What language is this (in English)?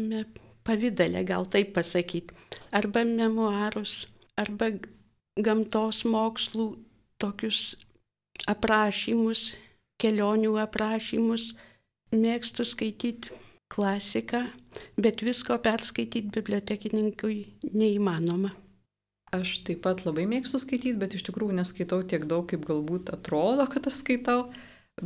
Lithuanian